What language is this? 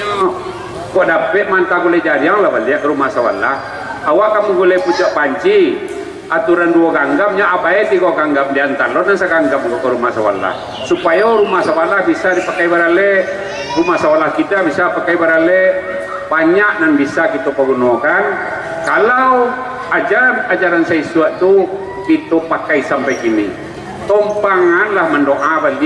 Minangkabau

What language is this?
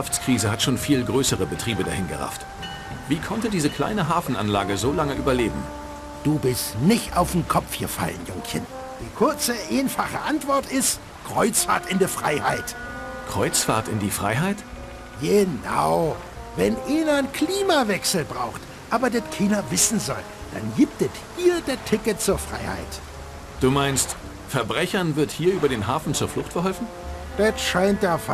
Bavarian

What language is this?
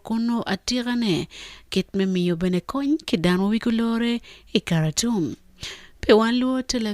Acoli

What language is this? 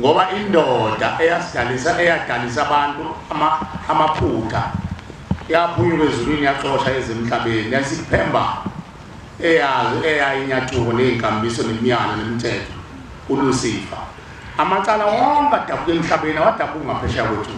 Zulu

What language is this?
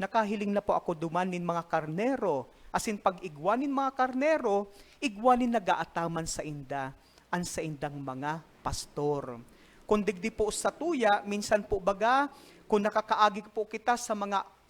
Bikol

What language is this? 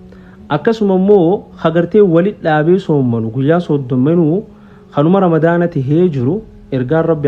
Oromo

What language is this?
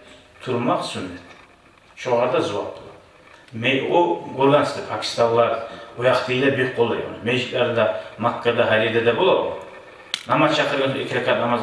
Kumyk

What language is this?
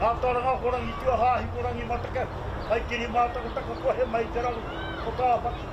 Māori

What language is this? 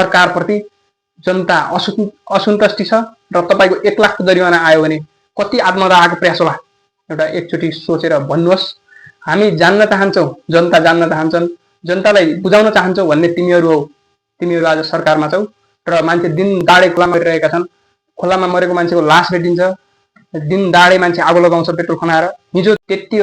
Nepali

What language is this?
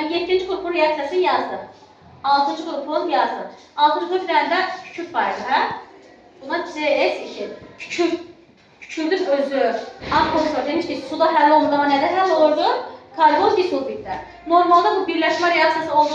Azerbaijani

